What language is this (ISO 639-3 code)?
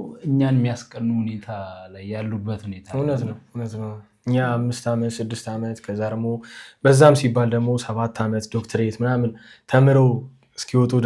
amh